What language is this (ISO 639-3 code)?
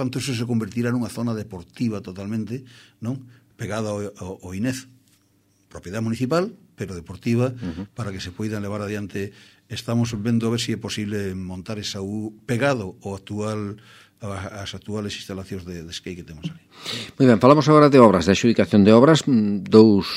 glg